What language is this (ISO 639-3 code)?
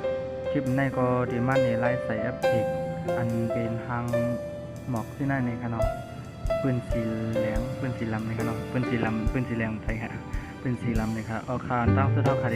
shn